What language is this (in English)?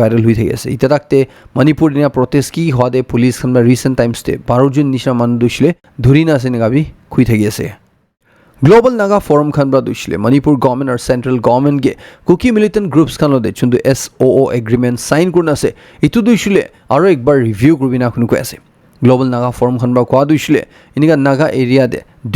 Naga Pidgin